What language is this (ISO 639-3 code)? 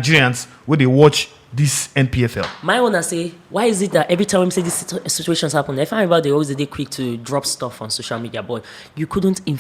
pcm